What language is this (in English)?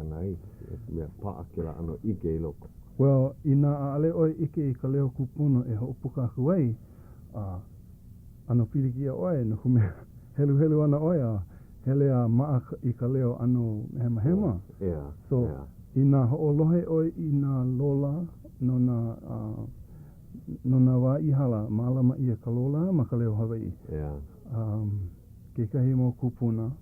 Hawaiian